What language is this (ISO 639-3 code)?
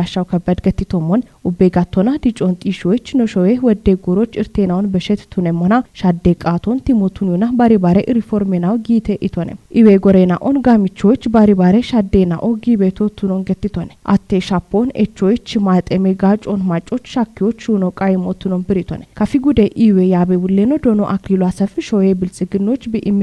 kbr